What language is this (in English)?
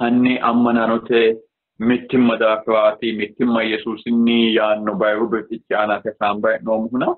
Sidamo